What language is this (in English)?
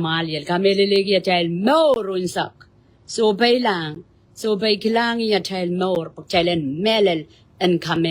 Pohnpeian